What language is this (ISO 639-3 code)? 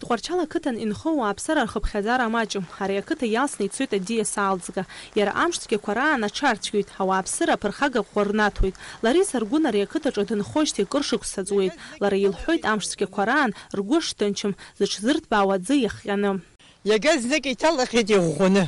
abk